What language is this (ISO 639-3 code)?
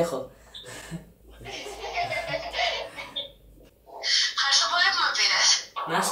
ell